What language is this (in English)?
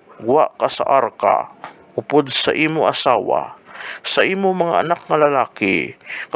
Hiligaynon